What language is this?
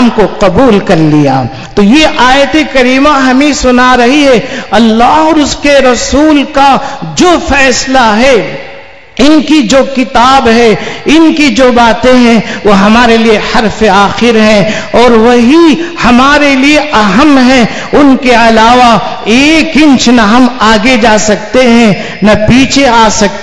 Urdu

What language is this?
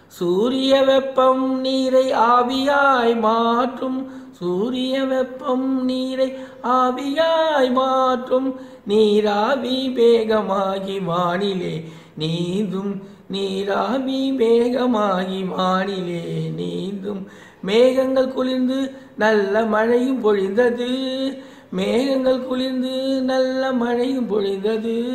Tamil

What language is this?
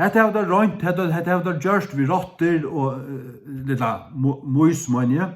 Faroese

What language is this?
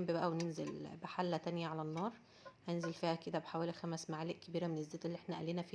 Egyptian Arabic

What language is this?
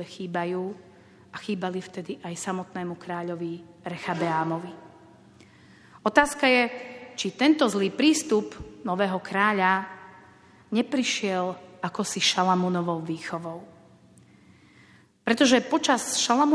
Slovak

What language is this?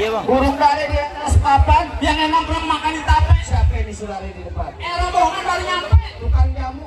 Betawi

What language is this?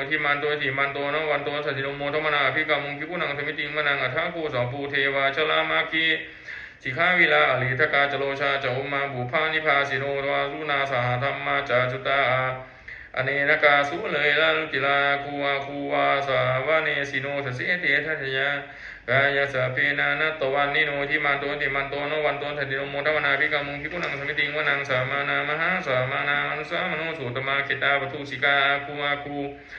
Pali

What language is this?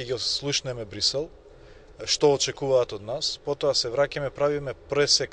Macedonian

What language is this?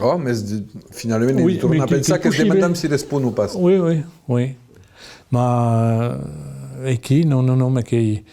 Occitan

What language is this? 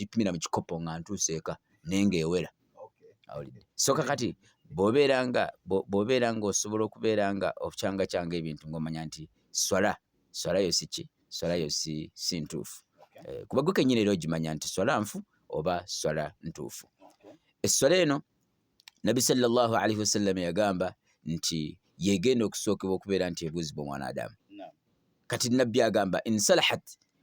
Ganda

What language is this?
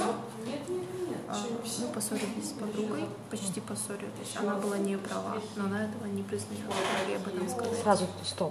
Russian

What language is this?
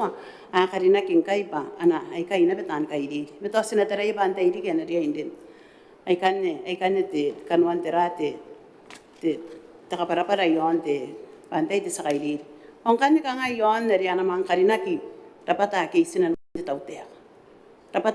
Gilbertese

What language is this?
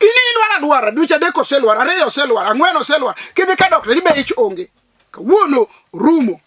Luo (Kenya and Tanzania)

